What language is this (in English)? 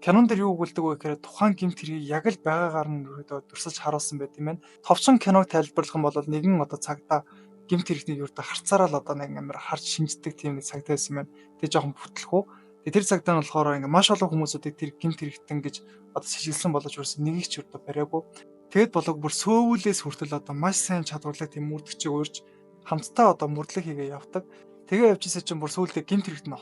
Mongolian